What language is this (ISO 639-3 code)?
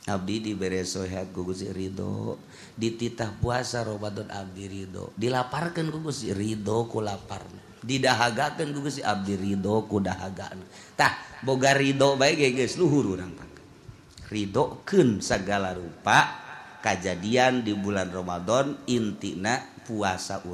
sun